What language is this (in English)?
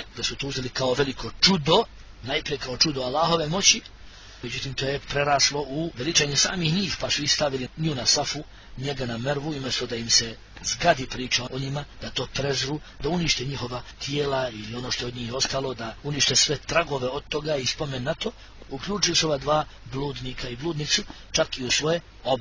Bosnian